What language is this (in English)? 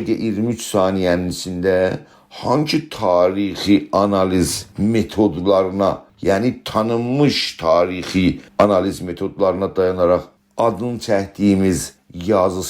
South Azerbaijani